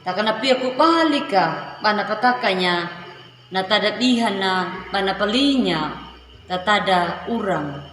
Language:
Anakalangu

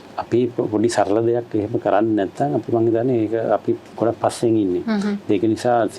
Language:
Sinhala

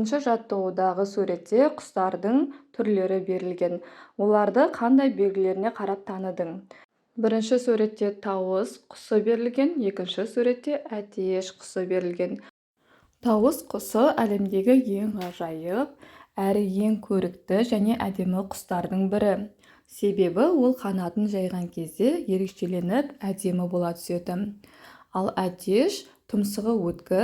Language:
Kazakh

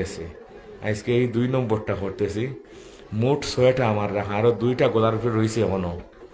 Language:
Sylheti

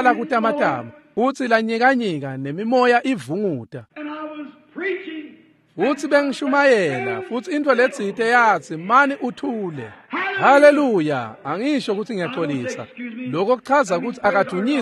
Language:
Swati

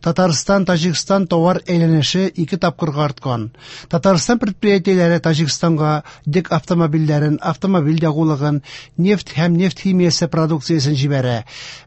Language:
Tatar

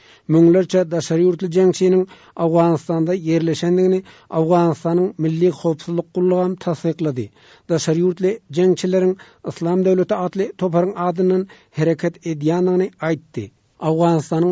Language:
Turkmen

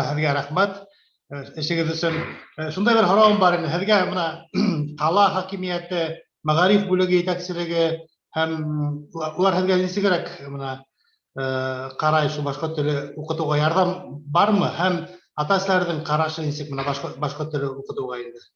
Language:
Bashkir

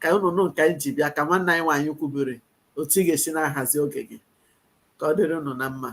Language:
Igbo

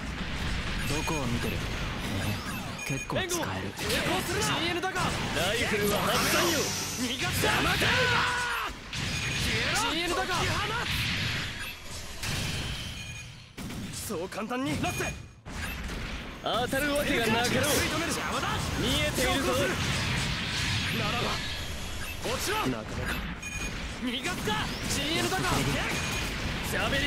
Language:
Japanese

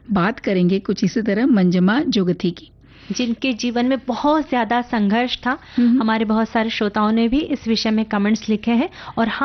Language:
Hindi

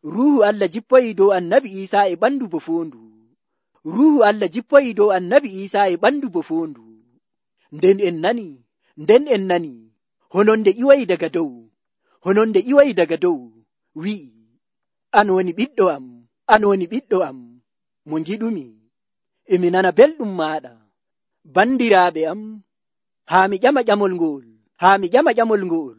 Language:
Nigerian Fulfulde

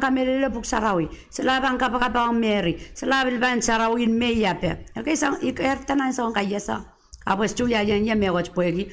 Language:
Pohnpeian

